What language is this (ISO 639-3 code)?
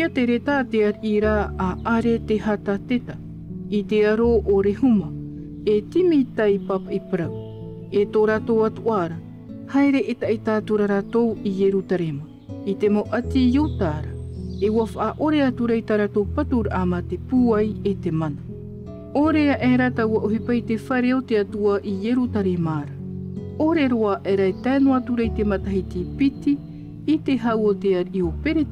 tah